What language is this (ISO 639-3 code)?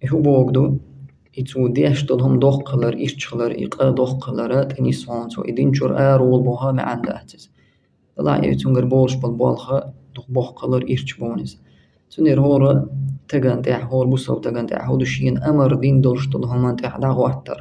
che